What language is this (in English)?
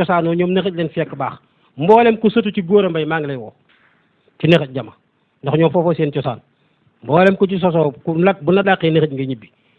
Wolof